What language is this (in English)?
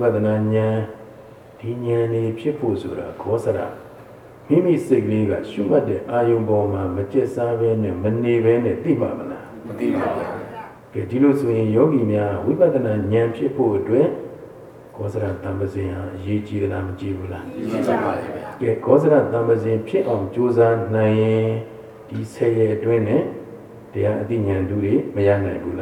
Burmese